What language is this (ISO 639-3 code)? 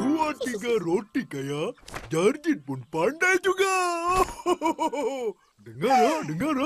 msa